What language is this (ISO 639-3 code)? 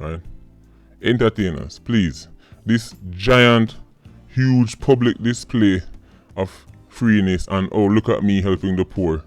jam